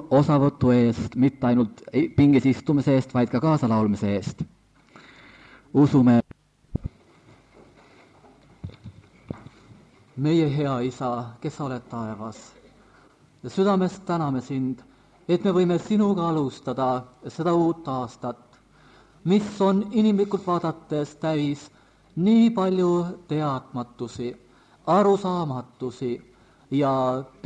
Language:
Estonian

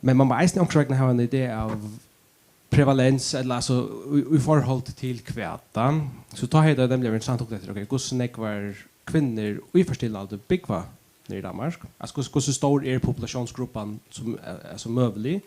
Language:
Faroese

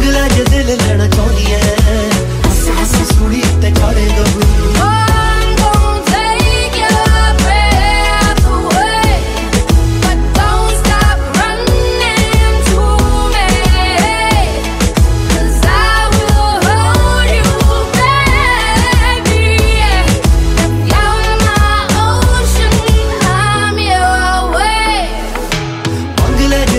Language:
Punjabi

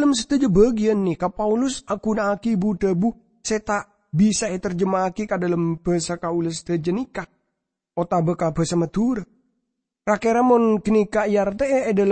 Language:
Madurese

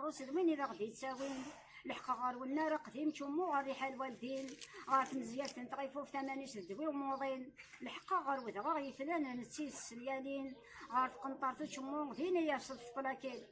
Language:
Kabyle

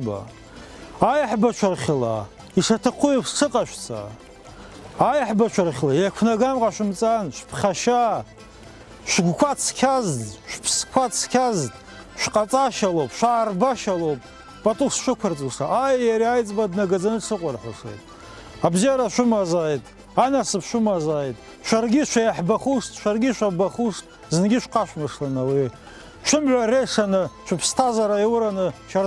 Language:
Abkhazian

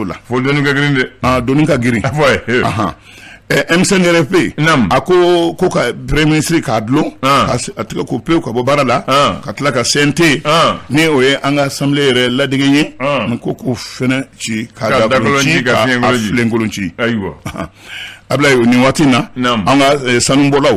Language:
Bambara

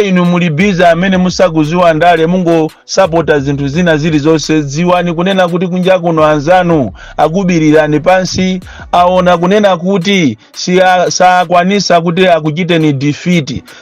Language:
Nyanja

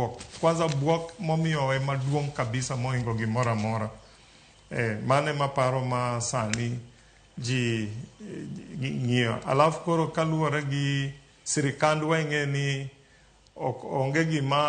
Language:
Luo (Kenya and Tanzania)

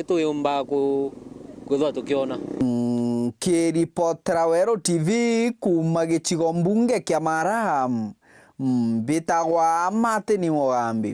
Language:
Meru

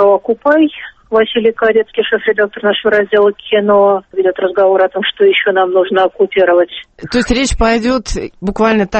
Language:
Russian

